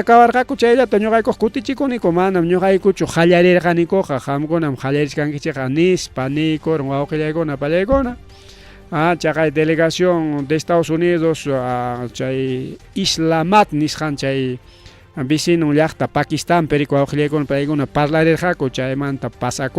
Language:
Ayacucho Quechua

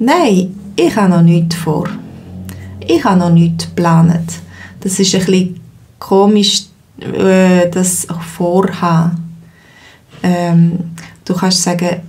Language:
Swiss German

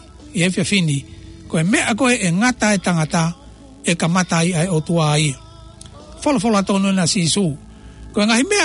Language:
Tongan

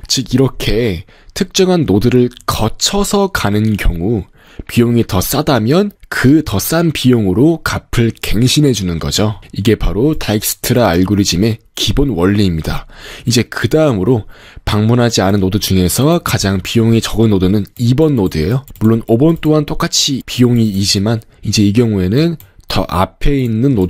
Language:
Korean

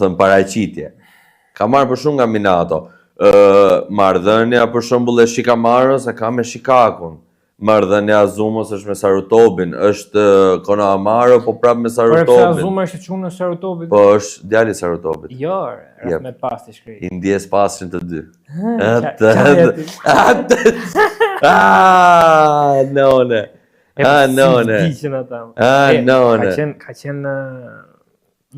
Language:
Albanian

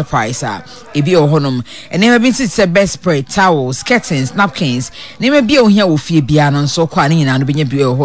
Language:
Akan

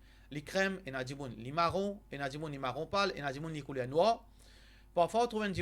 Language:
Morisyen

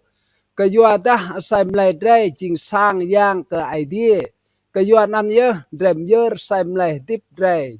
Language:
Rade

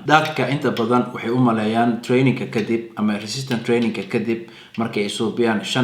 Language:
Somali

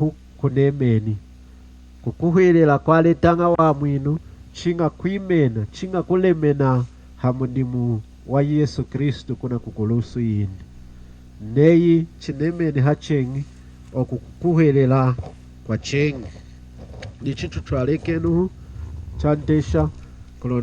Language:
Lunda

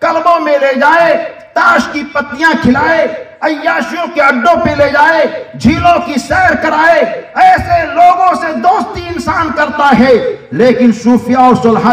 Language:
Urdu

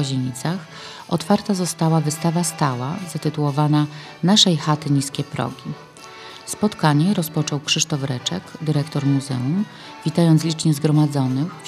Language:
Polish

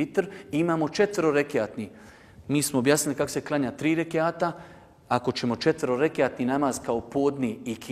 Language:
Bosnian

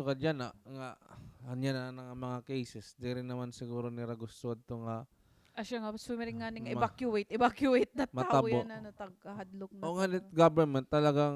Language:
Waray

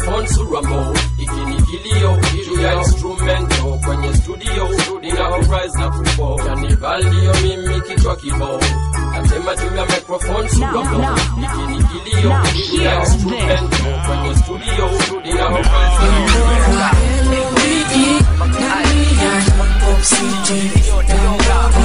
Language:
Swahili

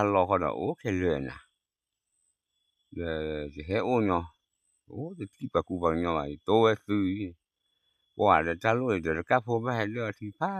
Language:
S'gaw Karen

